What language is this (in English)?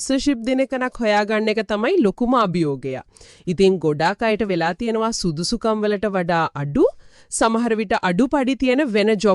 Sinhala